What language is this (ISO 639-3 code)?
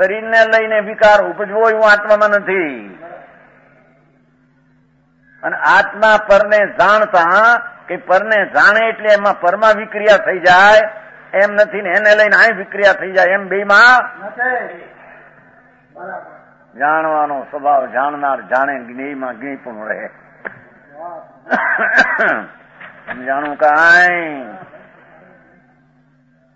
guj